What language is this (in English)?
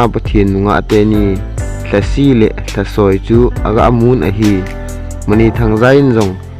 Thado Chin